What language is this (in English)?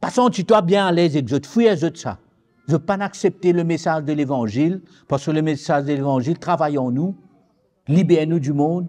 Morisyen